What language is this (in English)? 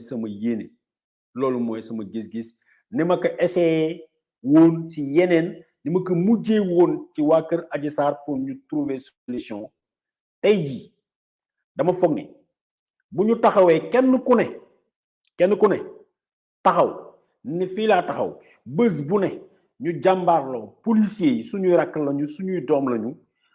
Wolof